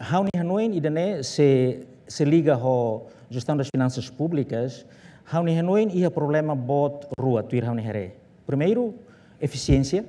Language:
Tetum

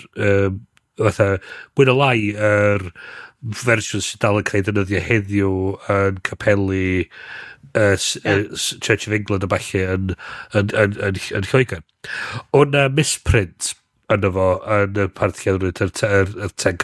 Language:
Welsh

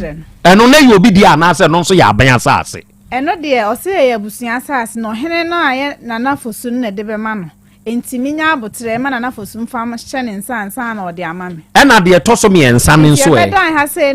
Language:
Akan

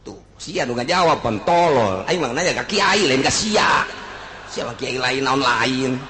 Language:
Sundanese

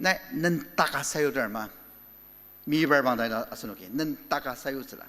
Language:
Ao Naga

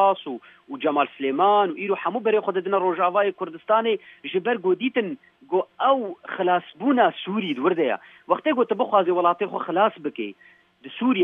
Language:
Kurdish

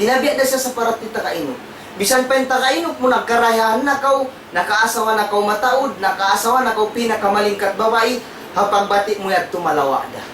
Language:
Tausug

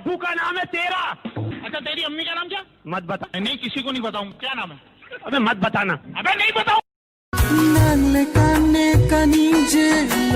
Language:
Karbi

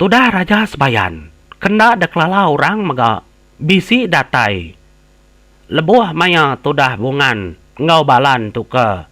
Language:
Iban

